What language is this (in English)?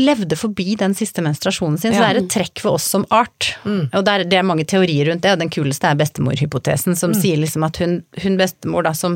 Norwegian